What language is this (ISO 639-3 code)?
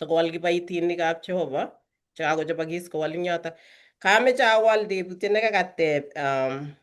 kln